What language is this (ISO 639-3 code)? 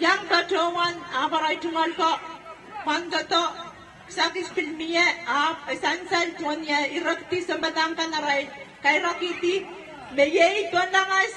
pon